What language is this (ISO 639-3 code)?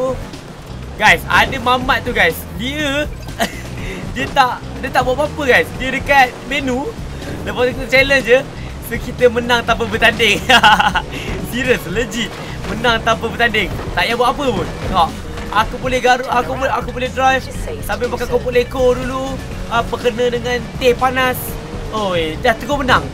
msa